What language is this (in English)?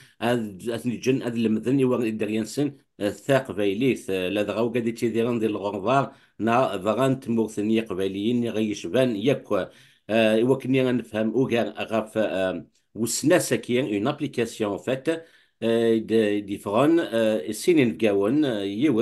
Kabyle